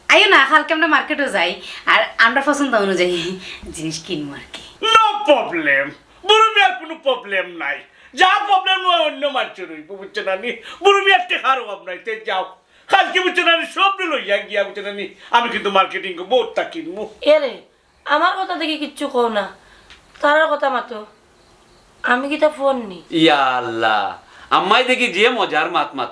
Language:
Sylheti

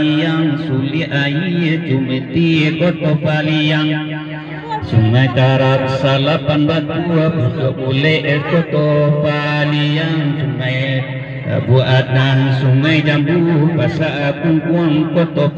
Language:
Minangkabau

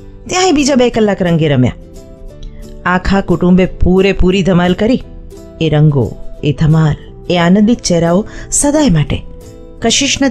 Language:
Gujarati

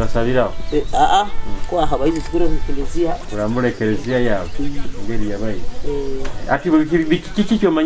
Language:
Nyoro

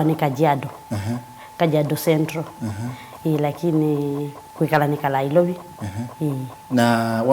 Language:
Kamba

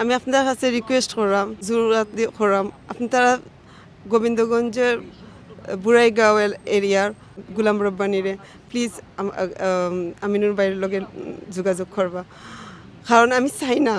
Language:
Sylheti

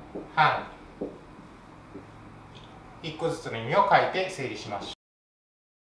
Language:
Japanese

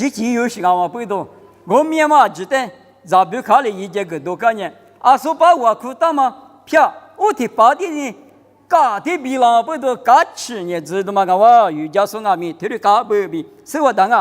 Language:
Lisu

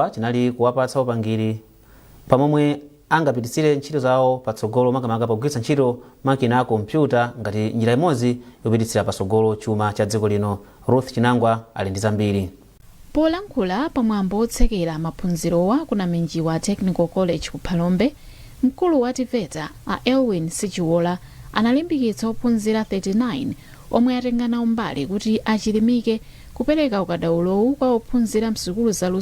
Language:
Nyanja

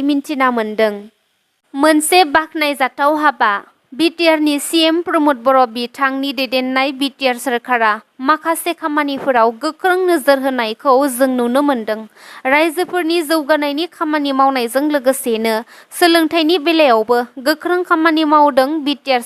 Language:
Bodo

